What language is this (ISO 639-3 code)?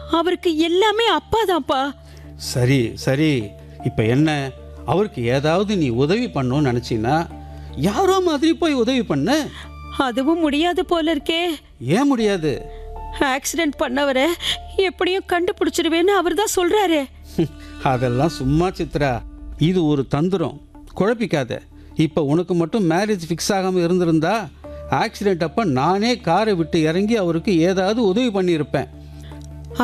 tam